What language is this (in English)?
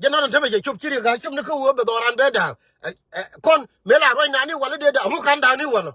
Nuer